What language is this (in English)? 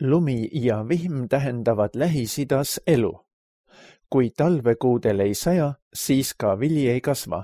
Estonian